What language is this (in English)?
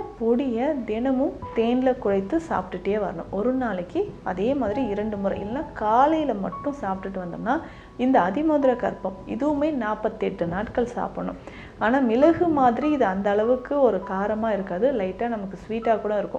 Tamil